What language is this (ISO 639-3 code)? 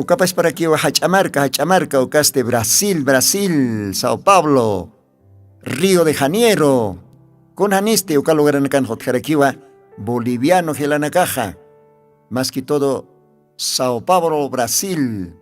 aym